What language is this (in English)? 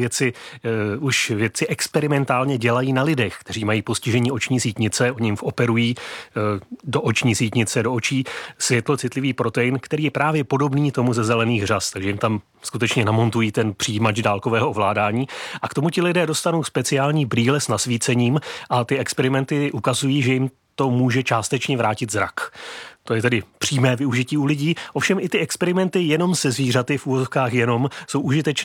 Czech